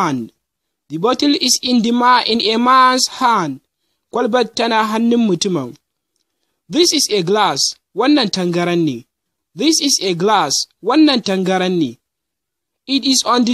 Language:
Hausa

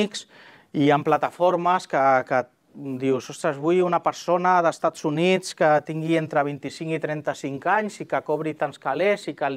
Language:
Catalan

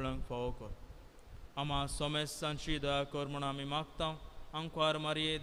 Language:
Konkani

